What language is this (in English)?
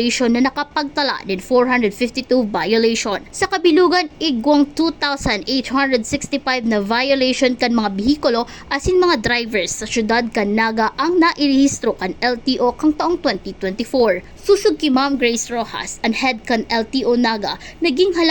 Bikol